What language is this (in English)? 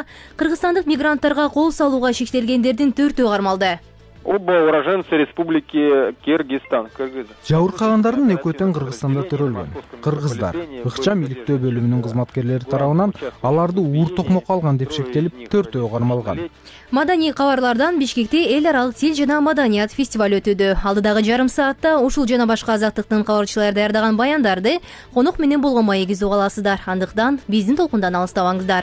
Kyrgyz